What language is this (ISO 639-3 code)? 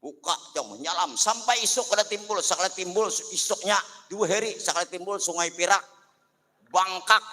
bjn